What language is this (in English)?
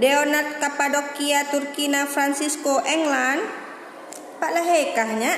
Achinese